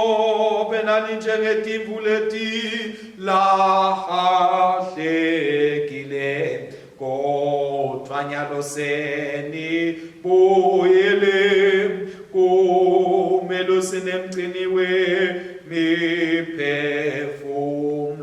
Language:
Swati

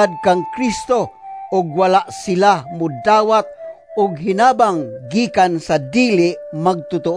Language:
Cebuano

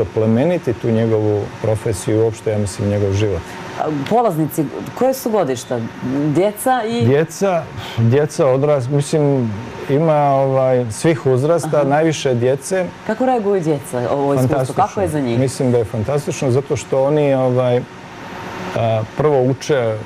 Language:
Serbian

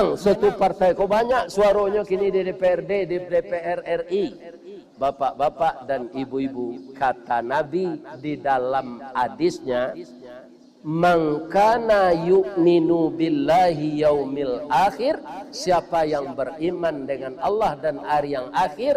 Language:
Minangkabau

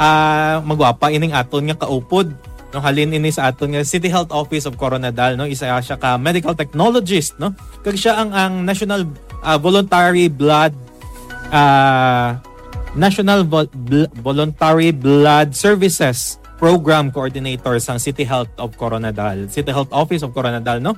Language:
Hiligaynon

